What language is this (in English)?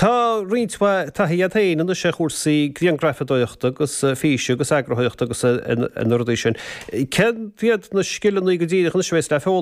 Irish